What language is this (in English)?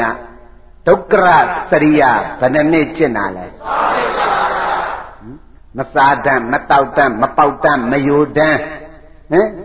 Burmese